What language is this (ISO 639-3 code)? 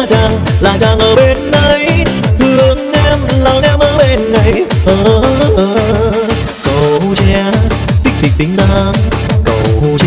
vie